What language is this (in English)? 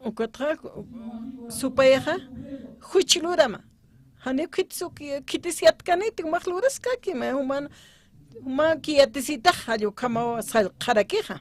Aymara